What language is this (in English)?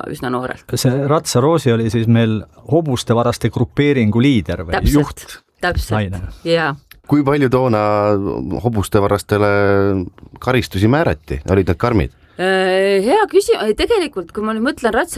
Estonian